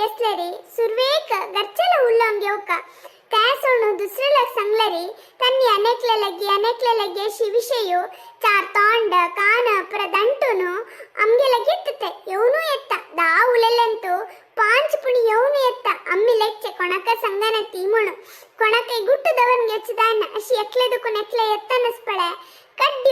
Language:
Konkani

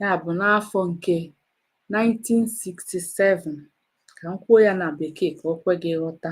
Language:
Igbo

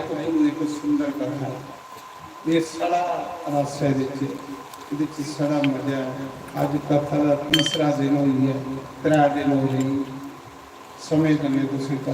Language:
Dogri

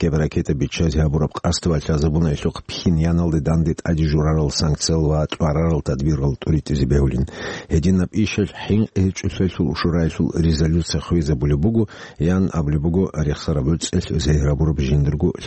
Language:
Avaric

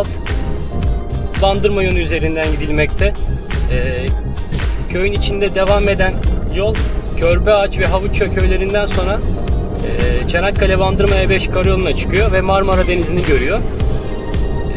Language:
Turkish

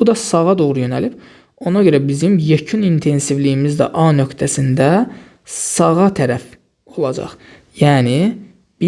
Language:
Azerbaijani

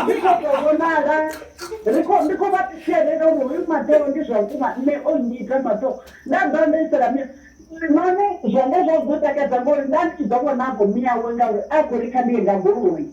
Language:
Venda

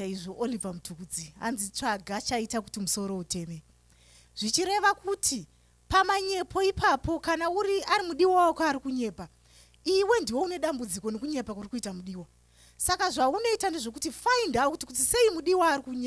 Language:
Shona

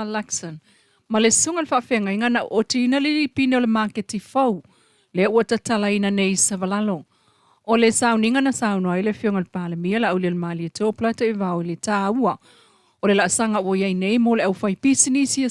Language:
Samoan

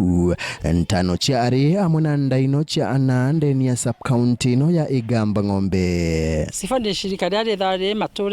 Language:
Meru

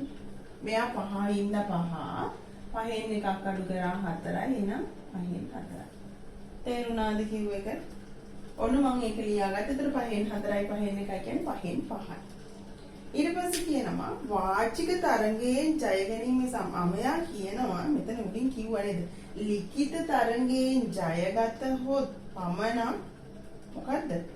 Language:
Sinhala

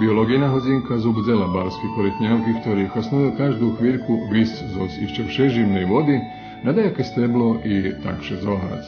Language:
Rusyn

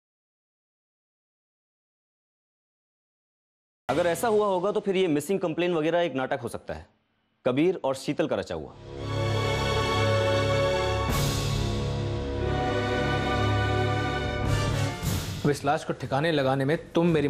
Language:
Hindi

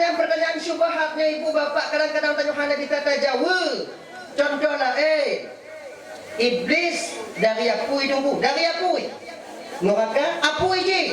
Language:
Achinese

